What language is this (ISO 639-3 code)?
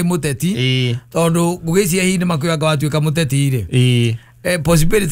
kik